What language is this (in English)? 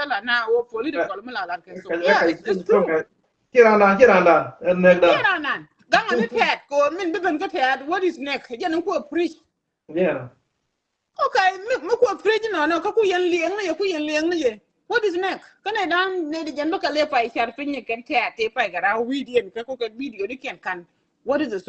Nuer